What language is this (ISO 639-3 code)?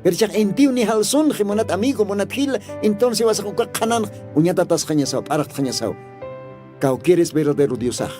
aym